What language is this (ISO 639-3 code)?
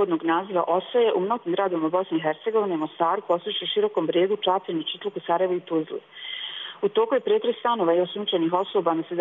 hrv